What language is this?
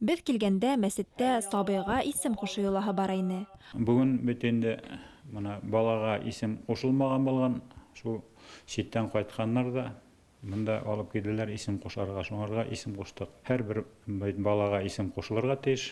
Bashkir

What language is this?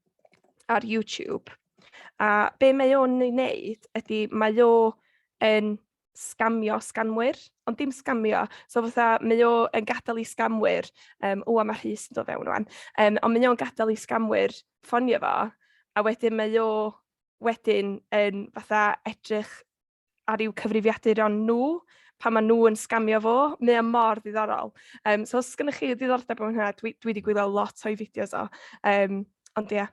Welsh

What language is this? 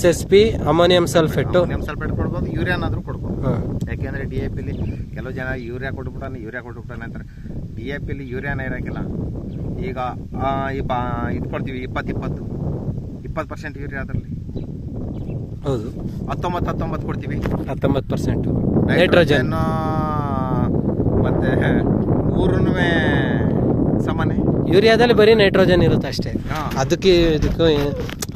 Kannada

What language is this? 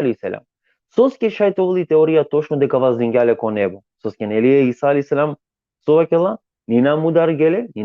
Balkan Romani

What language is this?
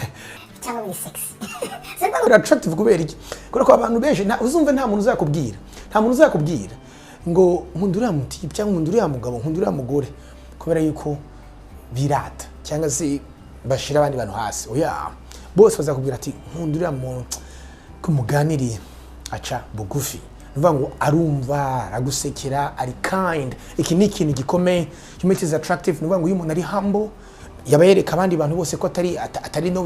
Kinyarwanda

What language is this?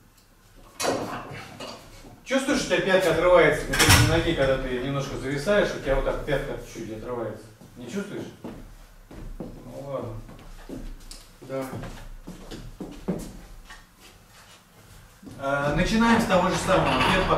Russian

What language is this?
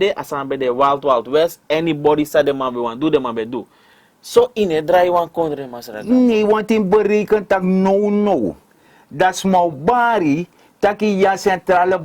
Sranan Tongo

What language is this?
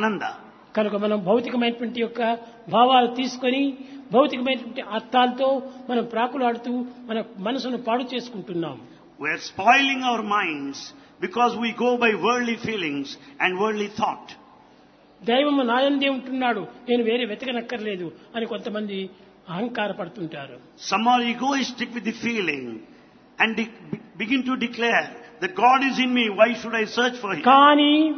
Telugu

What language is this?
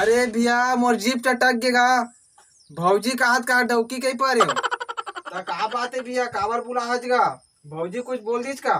Chhattisgarhi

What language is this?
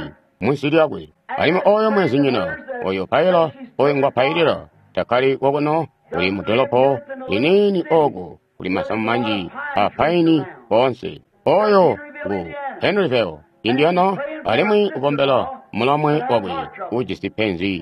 Tonga (Zambia)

